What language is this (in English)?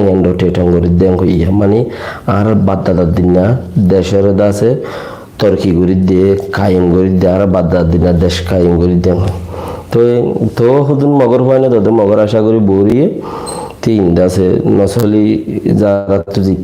Rohingya